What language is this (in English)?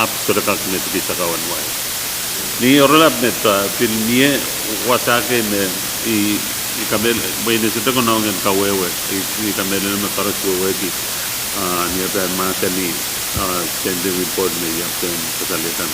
Pohnpeian